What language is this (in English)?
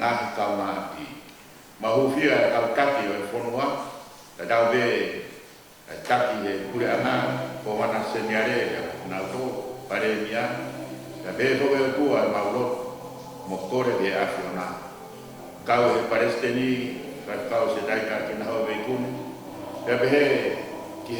Tongan